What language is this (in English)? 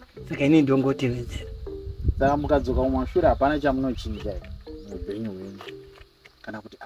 Shona